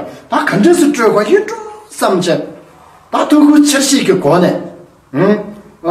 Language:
Tibetan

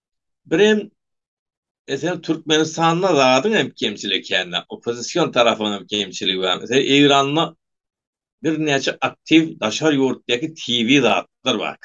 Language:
Turkmen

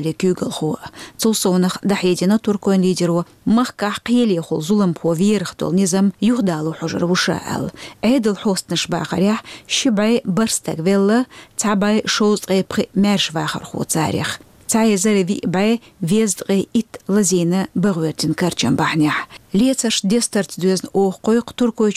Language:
Chechen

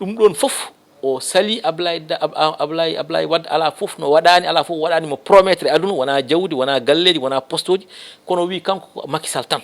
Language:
Fula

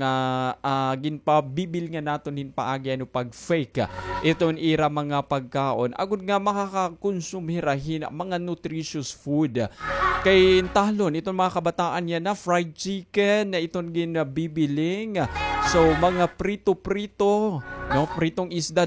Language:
Waray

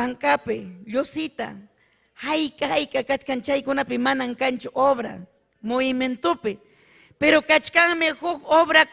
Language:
Ayacucho Quechua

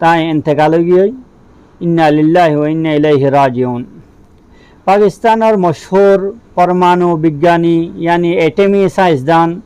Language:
Rohingya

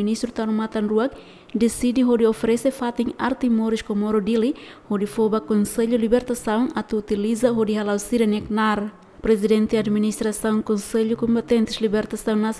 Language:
Tetum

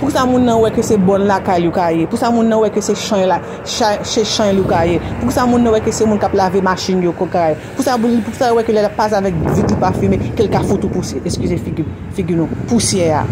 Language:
Haitian Creole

